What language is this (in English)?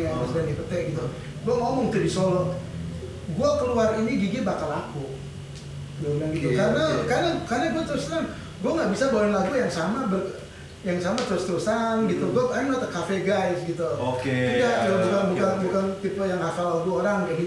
Indonesian